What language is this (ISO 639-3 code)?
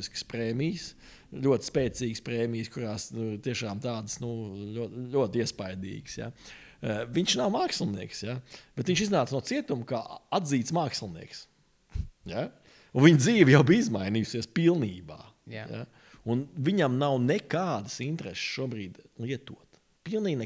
lav